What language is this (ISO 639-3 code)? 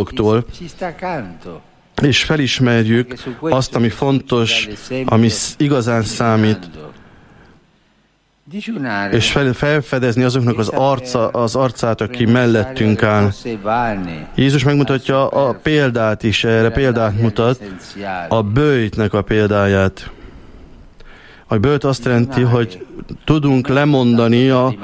hun